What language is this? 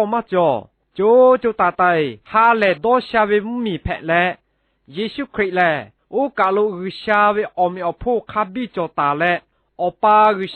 Lahu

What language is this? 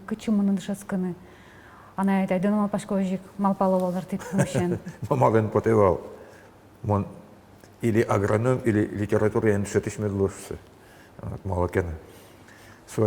Udmurt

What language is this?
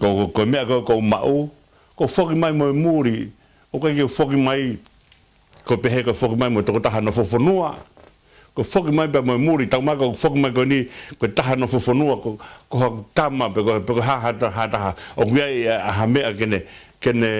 Tongan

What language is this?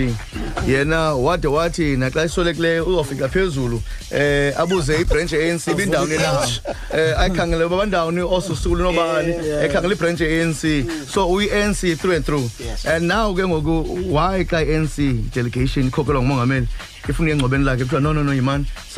Xhosa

